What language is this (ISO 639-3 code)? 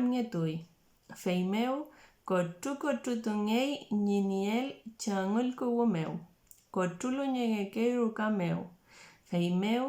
arn